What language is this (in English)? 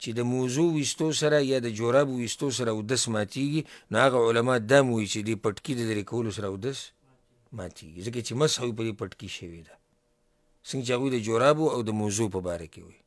Pashto